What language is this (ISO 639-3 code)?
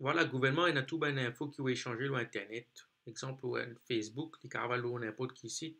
mfe